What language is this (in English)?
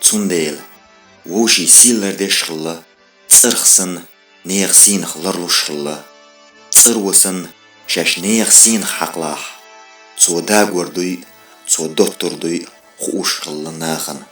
Chechen